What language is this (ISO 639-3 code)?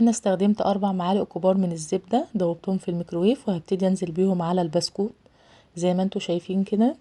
arz